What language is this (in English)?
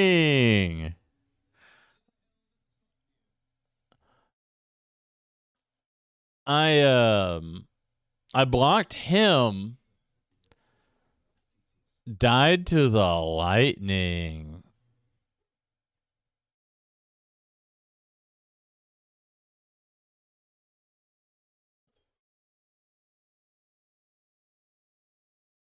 English